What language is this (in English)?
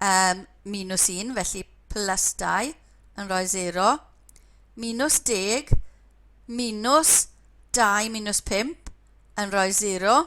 Welsh